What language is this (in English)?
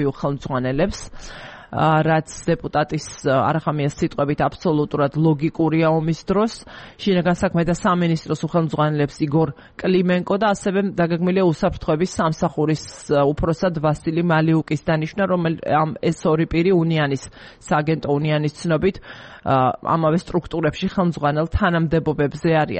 Georgian